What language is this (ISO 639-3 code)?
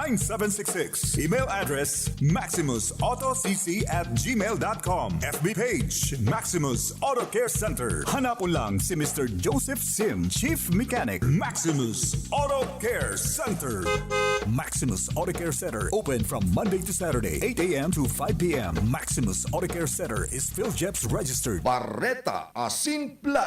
bik